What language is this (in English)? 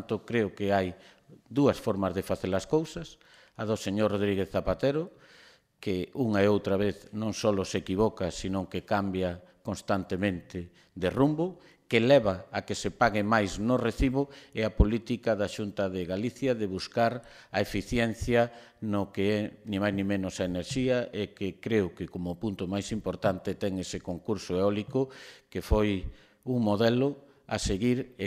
Galician